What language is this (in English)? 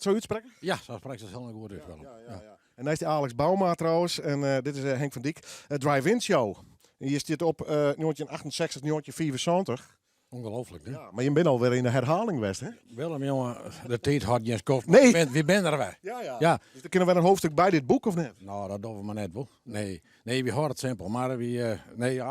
Western Frisian